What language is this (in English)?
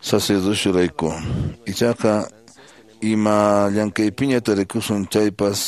Quechua